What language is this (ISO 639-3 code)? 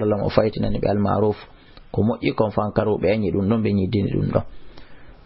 ful